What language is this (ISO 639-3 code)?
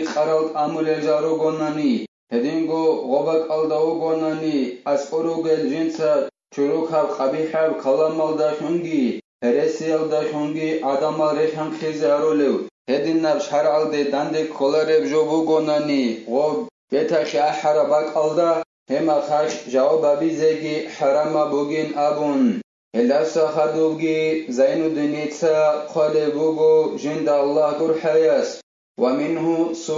ava